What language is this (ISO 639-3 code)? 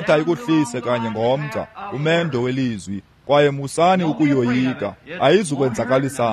xho